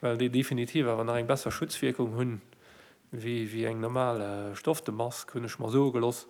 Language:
Luxembourgish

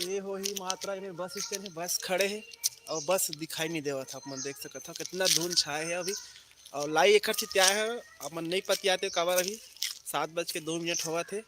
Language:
Chhattisgarhi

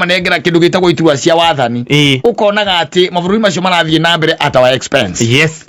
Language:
Kikuyu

